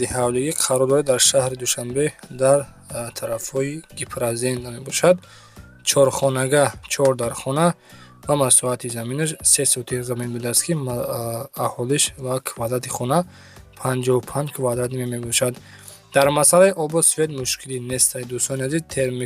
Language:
Tajik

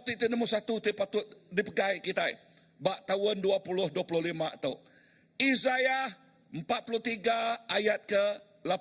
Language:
Iban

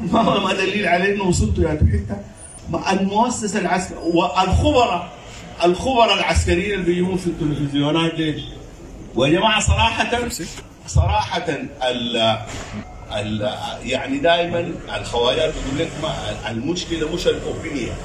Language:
Sudanese Arabic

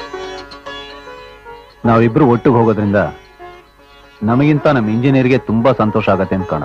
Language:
Kannada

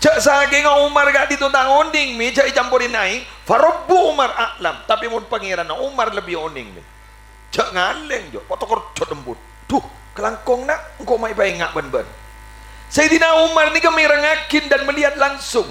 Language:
Madurese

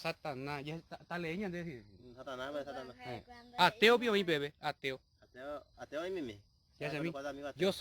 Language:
Guarani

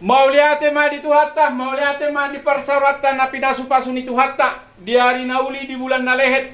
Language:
Batak Toba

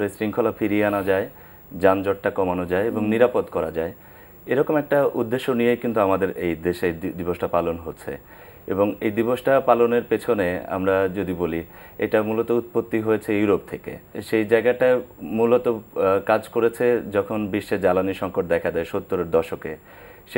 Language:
Bangla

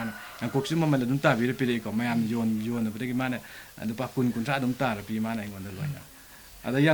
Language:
Manipuri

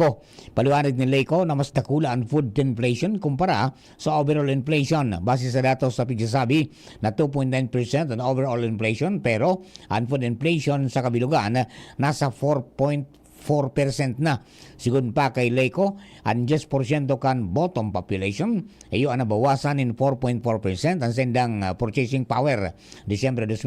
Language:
Bikol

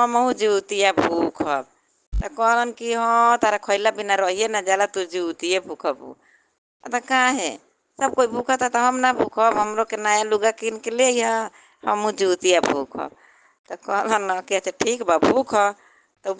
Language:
Bhojpuri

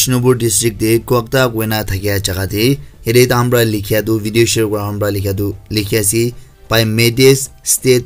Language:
Naga Pidgin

